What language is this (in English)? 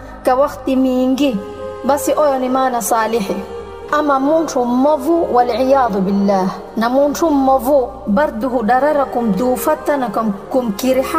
Swahili